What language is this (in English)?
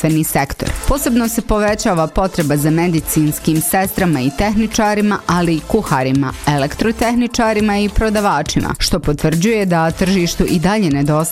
Bosnian